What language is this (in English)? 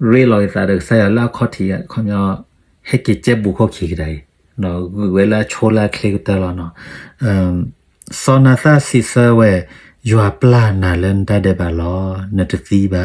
S'gaw Karen